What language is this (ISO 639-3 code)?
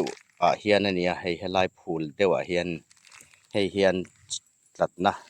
hmr